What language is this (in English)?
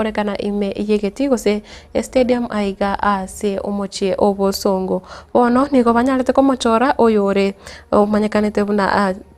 Gusii